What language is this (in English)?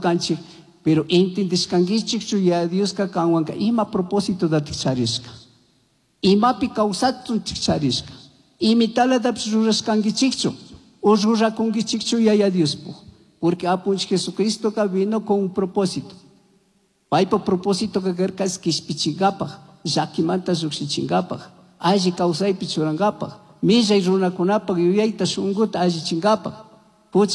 Chimborazo Highland Quichua